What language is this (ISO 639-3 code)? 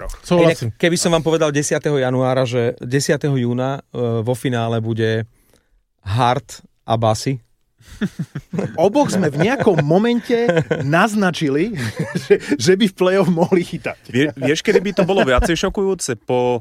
slk